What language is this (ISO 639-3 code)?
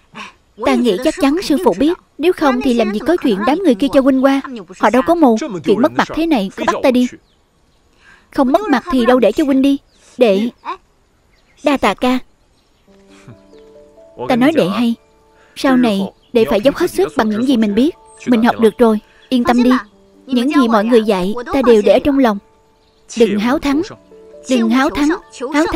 vie